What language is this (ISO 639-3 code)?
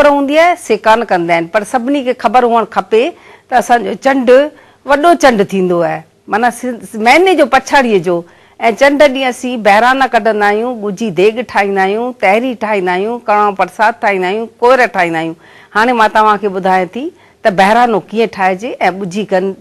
snd